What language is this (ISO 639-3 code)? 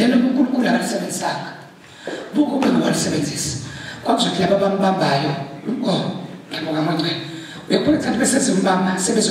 zul